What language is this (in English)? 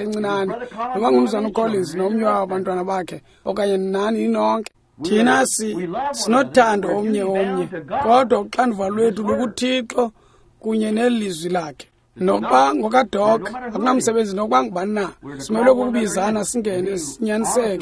Xhosa